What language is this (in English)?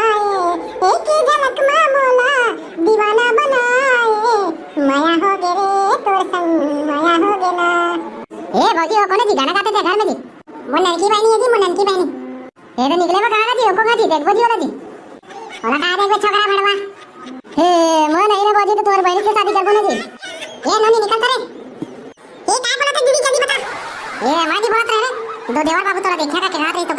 Chhattisgarhi